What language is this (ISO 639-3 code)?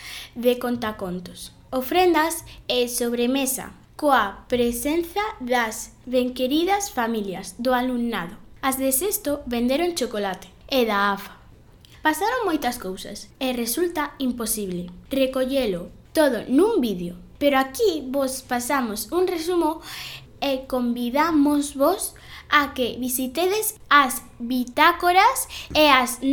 glg